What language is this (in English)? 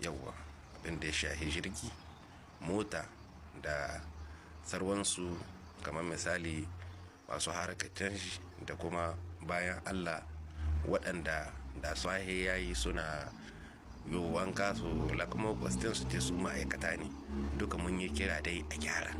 Hausa